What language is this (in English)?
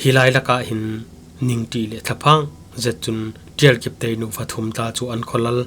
Falam Chin